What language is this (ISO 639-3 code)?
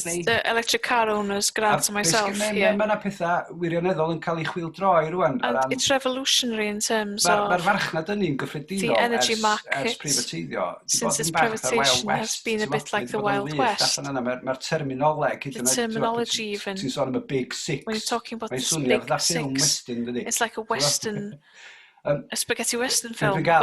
cym